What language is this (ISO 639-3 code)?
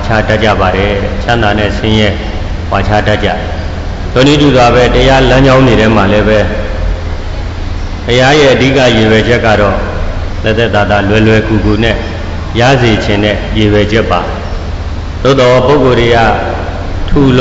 mya